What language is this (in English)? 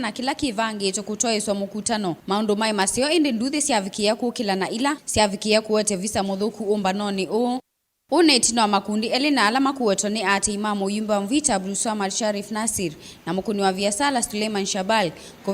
Kamba